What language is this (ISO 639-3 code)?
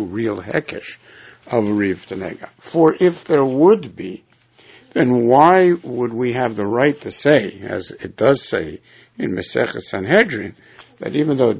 eng